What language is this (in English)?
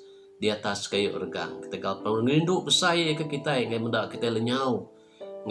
Iban